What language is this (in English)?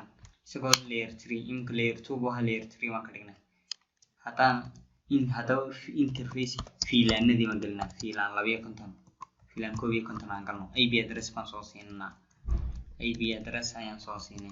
Somali